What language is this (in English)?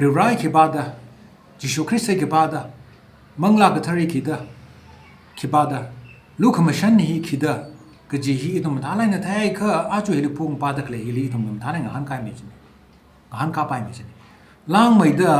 Tangkhul Naga (India)